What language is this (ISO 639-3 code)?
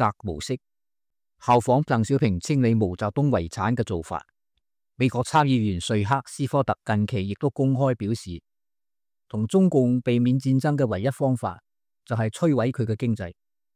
yue